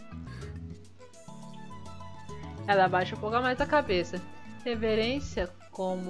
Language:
Portuguese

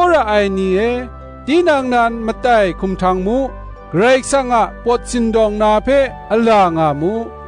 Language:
Kachin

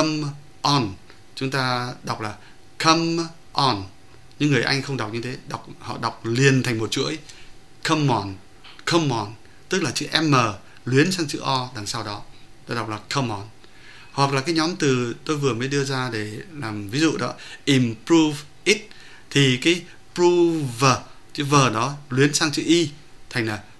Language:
Vietnamese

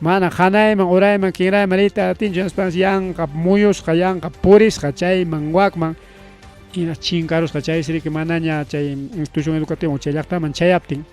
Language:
Ayacucho Quechua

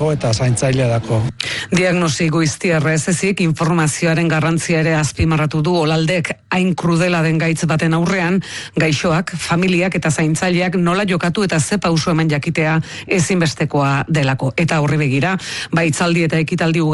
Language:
Basque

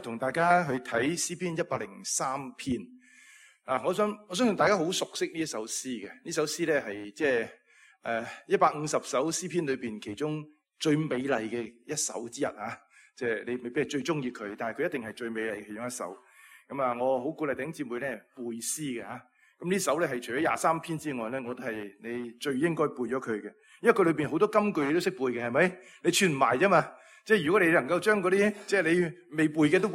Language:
Cantonese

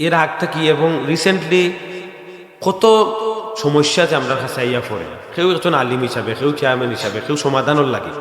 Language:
Sylheti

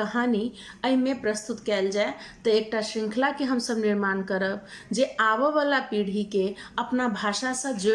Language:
Maithili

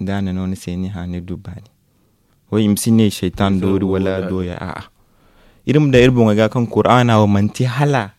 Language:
Zarma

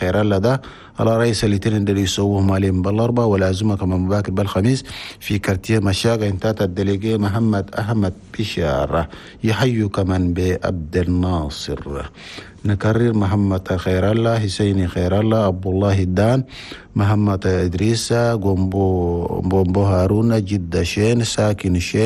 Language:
Chadian Arabic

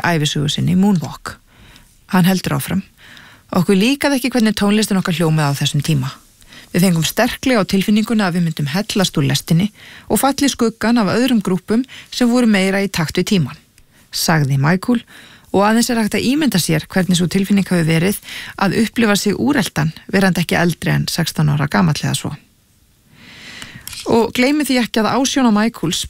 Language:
Icelandic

